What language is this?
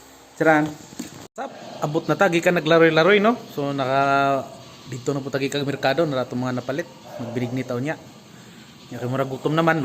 Cebuano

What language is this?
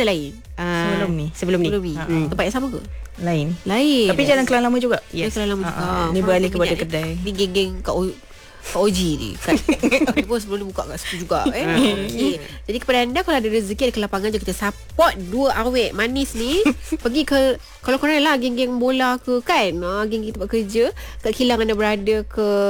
Malay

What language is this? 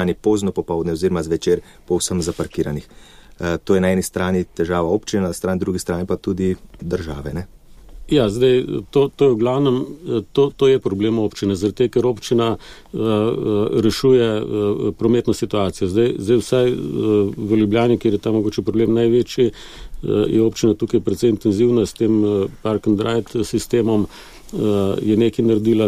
Slovenian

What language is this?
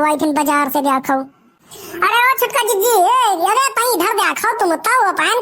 Awadhi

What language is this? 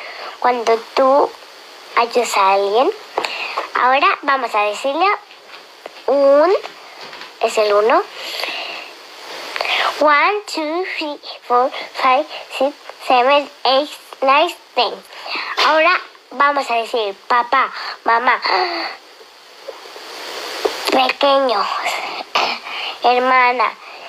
Spanish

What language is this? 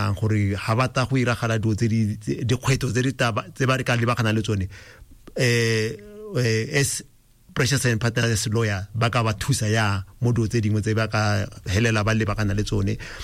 Tswana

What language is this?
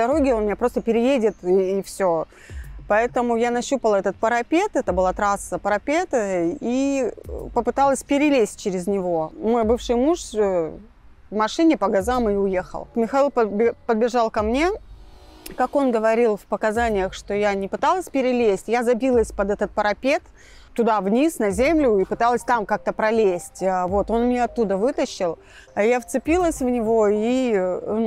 Russian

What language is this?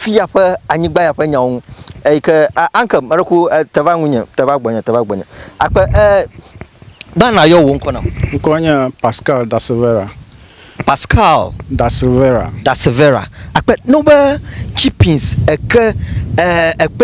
Ewe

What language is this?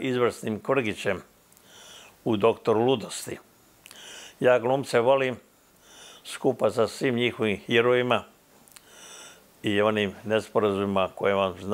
Croatian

